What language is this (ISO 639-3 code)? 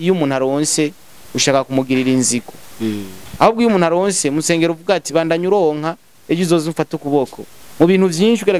run